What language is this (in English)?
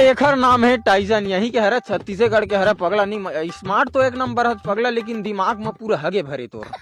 Chhattisgarhi